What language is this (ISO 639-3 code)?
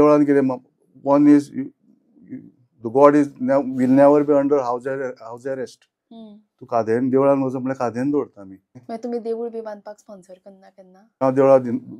kok